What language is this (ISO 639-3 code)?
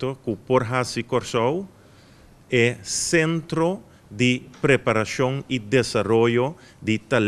pap